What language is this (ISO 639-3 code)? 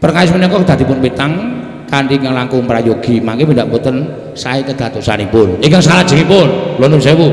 jav